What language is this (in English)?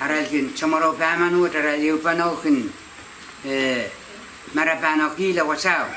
Pohnpeian